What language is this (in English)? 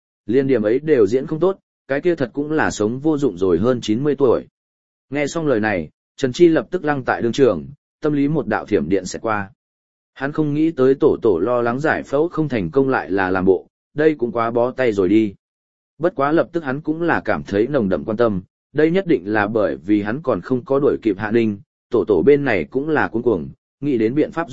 Vietnamese